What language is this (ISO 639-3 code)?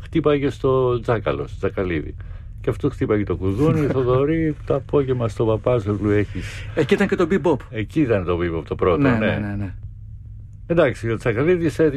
ell